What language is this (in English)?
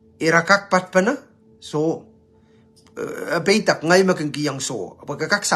Pohnpeian